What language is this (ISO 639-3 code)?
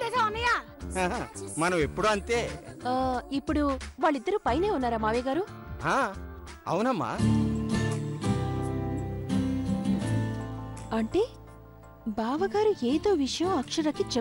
tel